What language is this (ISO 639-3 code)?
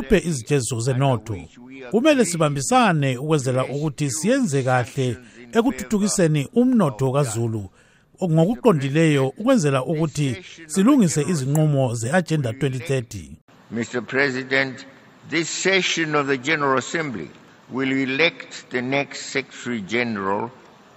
nde